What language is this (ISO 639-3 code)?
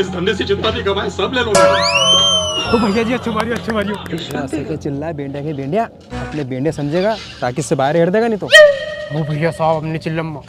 raj